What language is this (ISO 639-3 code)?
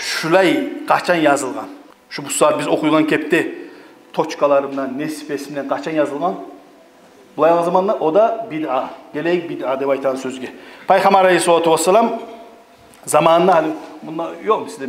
kum